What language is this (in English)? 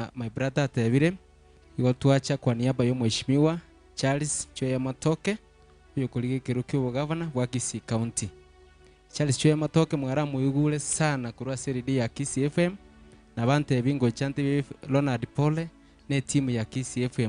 Gusii